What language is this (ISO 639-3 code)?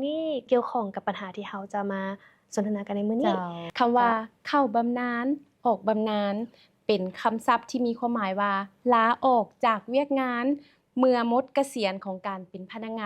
lao